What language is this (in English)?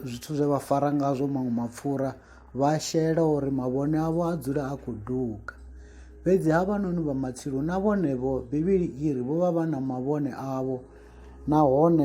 Venda